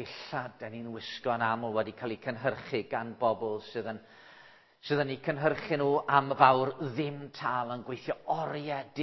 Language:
Welsh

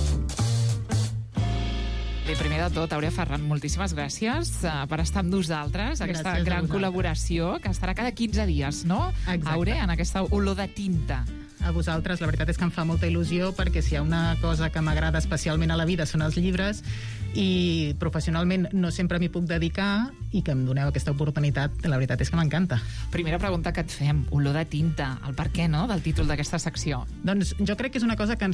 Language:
Catalan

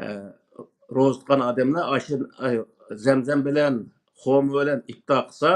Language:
Uyghur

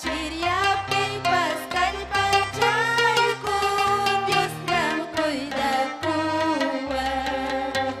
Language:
Ayacucho Quechua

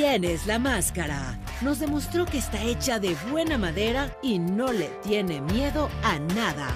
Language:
Spanish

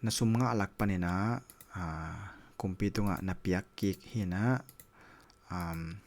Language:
Tedim Chin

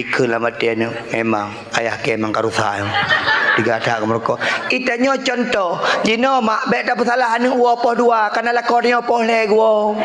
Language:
Achinese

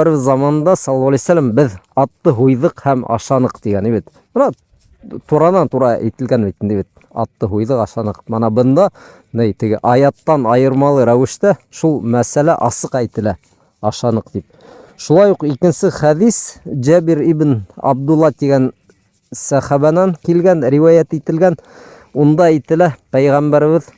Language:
Bashkir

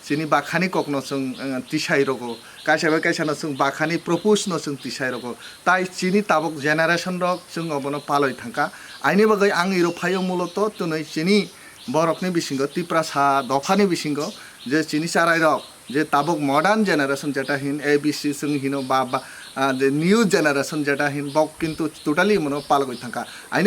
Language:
Kok Borok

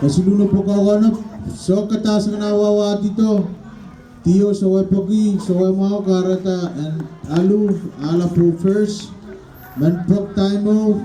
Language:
Pohnpeian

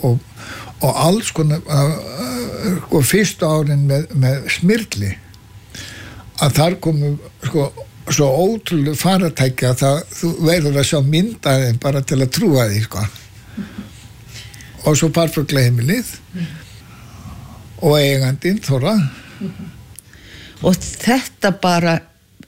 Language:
Icelandic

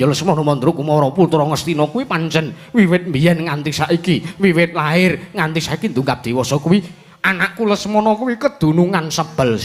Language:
Javanese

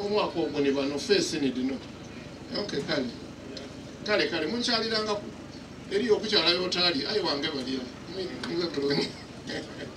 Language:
Soga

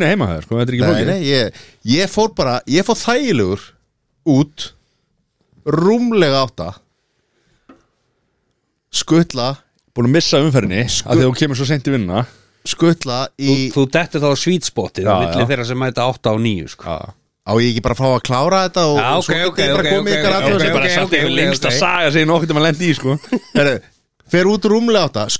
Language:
Icelandic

